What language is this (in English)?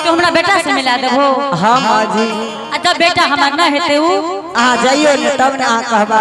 Angika